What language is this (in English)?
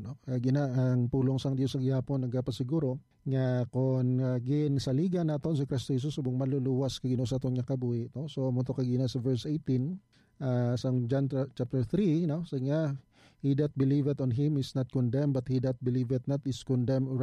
Hiligaynon